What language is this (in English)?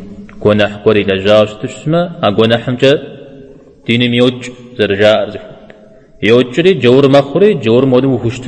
Kabardian